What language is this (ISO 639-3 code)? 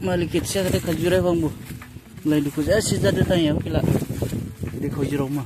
dis